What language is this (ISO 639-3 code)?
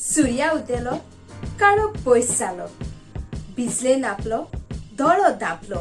kok